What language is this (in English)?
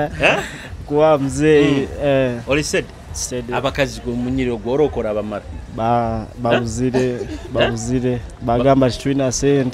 Nyoro